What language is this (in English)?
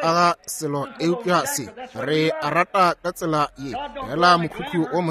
Northern Sotho